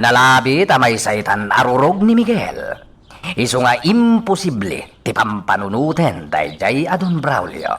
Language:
Iloko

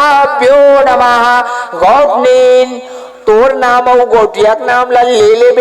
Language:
Chhattisgarhi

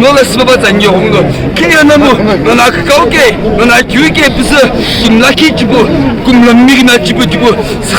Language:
Naga Pidgin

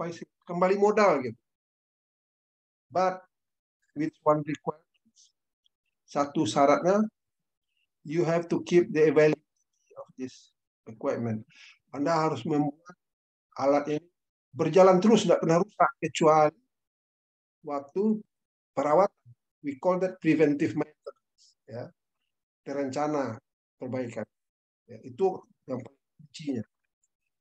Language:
Indonesian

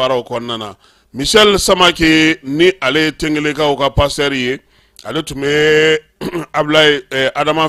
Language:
Bambara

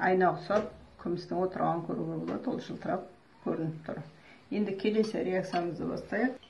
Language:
Kazakh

